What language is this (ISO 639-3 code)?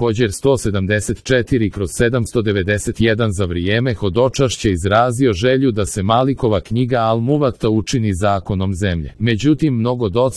hrv